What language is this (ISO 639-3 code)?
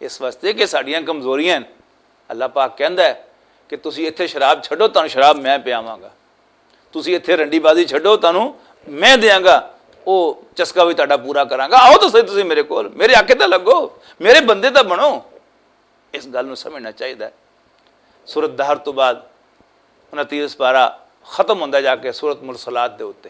lah